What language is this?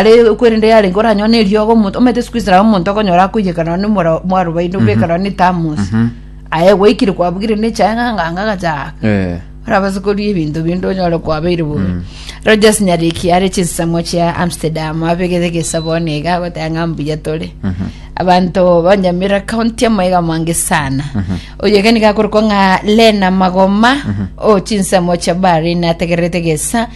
Gusii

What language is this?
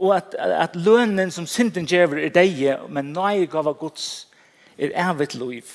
Faroese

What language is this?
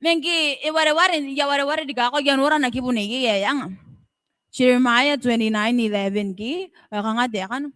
Gilbertese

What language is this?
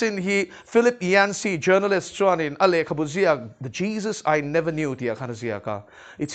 Mizo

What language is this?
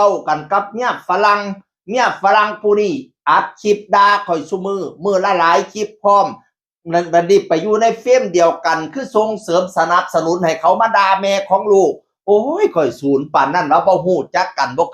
Northeastern Thai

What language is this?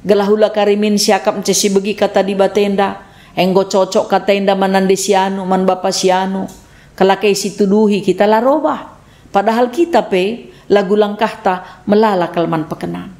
Batak Karo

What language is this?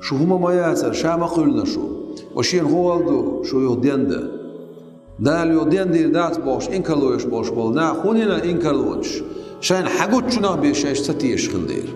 Chechen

